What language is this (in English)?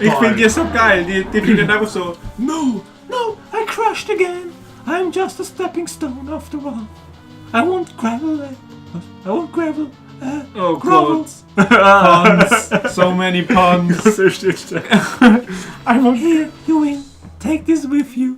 Swiss German